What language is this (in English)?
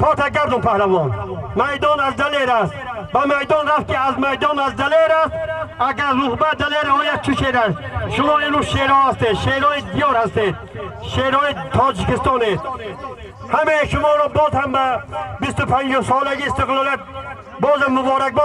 Tajik